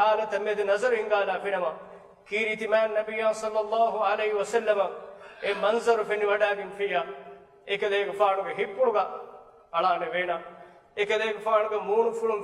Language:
Divehi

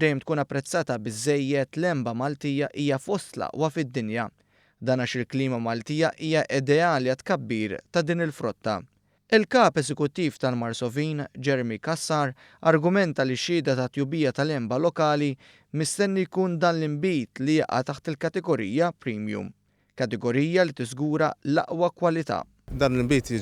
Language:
Maltese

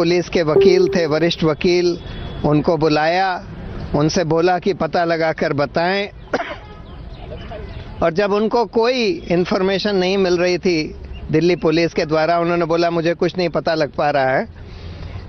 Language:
Hindi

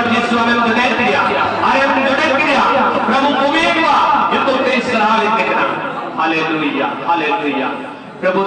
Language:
Santali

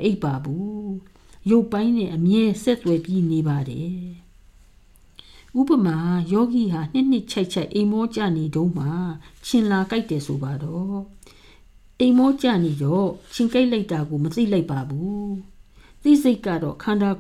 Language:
Burmese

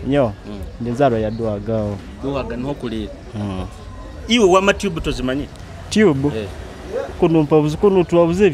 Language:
Nyoro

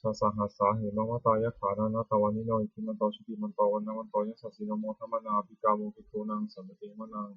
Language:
Pali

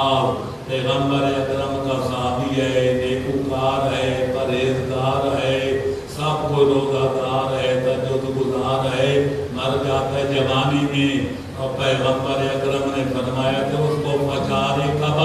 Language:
Urdu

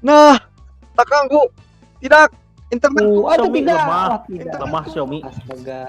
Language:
Banjar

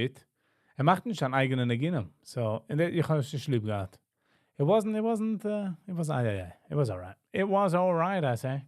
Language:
Yiddish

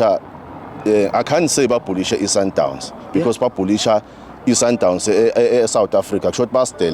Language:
Zulu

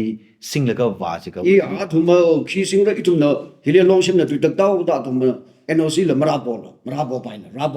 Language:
Tangkhul Naga (India)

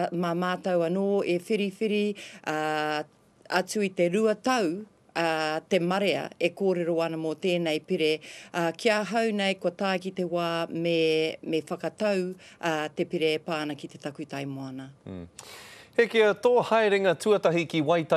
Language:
Māori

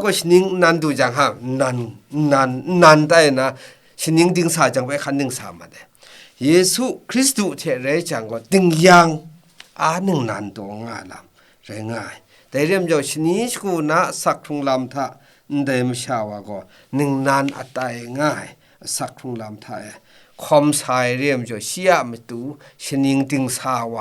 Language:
Kachin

